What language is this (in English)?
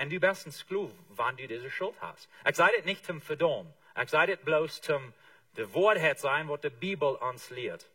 Plautdietsch